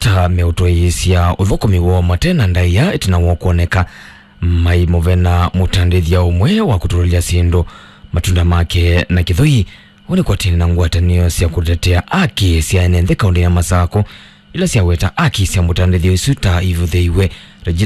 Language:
Kamba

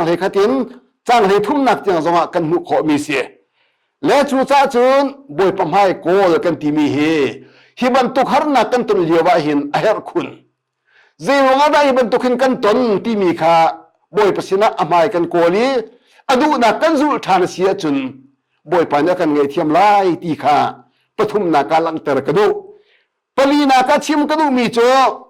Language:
Hakha Chin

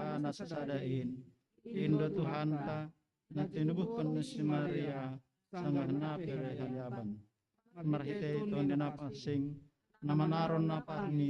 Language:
Batak Simalungun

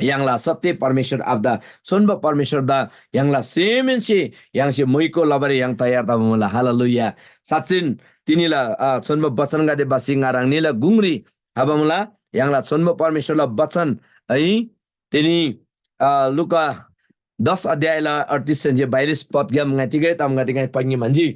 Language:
Eastern Tamang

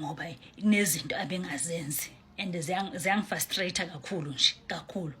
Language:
Zulu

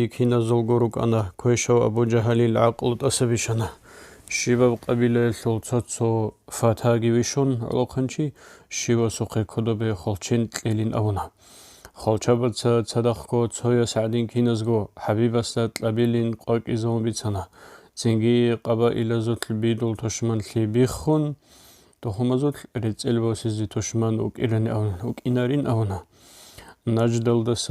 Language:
Avaric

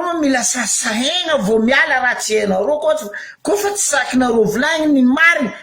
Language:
Malagasy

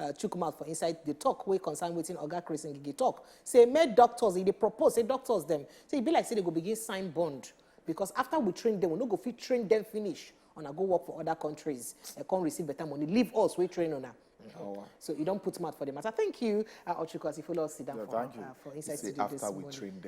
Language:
Nigerian Pidgin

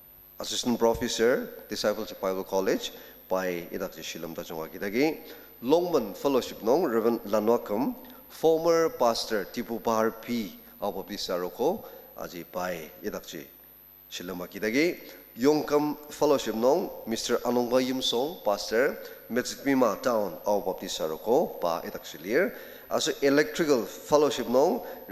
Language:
Ao Naga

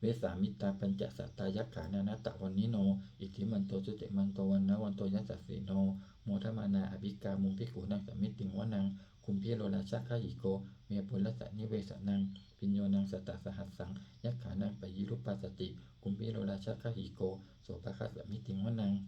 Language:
Pali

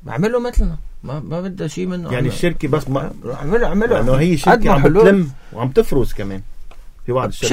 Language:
North Levantine Arabic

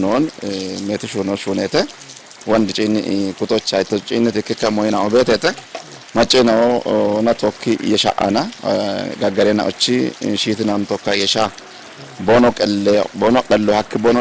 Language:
Kafa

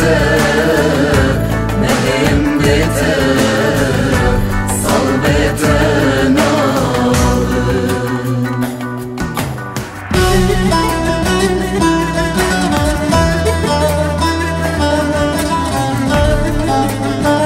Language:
Kurdish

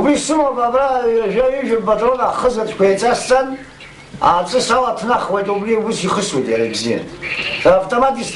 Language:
Abkhazian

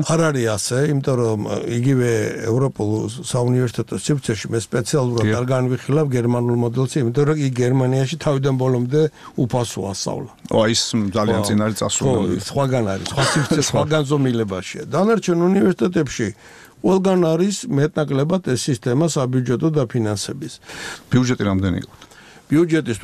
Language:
Georgian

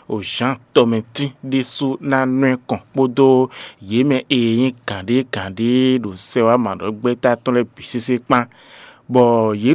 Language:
Fon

